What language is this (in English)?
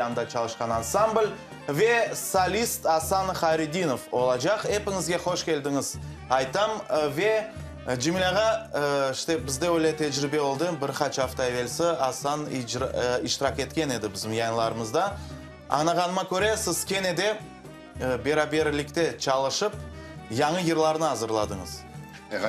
Crimean Tatar